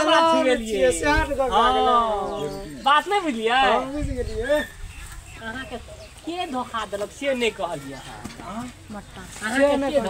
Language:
Maithili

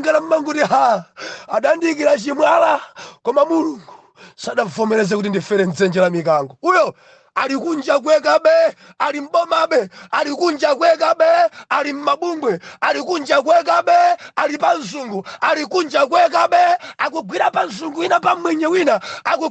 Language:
Nyanja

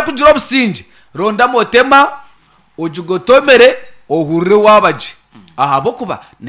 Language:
Nyankole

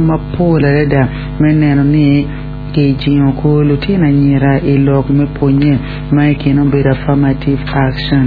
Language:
Acoli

